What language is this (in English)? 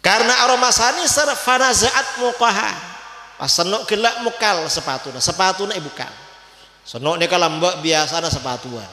Madurese